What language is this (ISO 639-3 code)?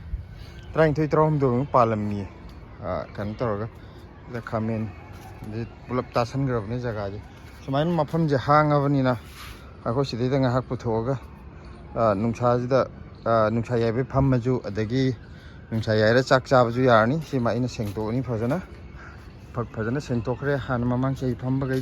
mni